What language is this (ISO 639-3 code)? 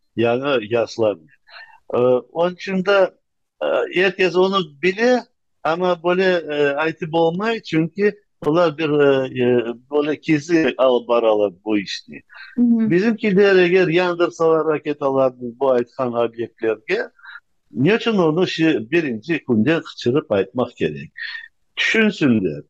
crh